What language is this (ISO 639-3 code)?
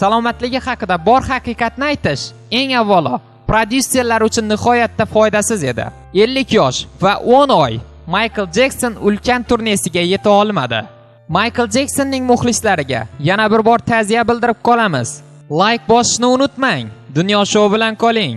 uzb